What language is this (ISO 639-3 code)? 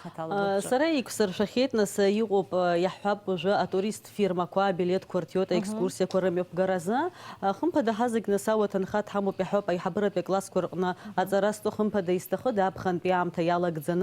abk